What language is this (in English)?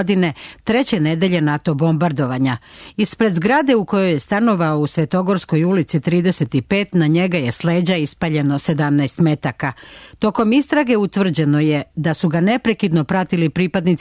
Serbian